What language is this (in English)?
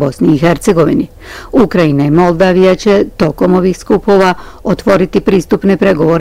Bosnian